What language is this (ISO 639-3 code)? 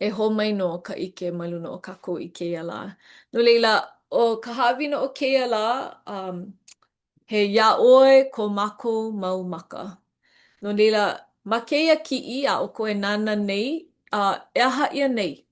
haw